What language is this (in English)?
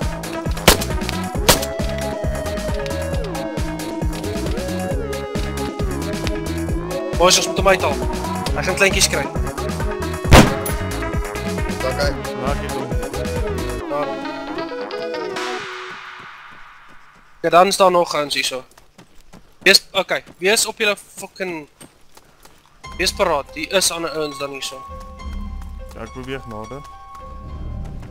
Afrikaans